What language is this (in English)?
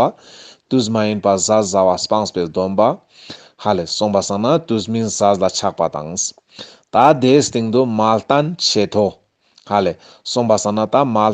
Ladakhi